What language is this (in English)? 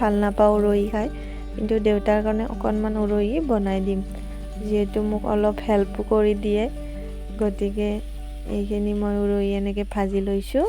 Assamese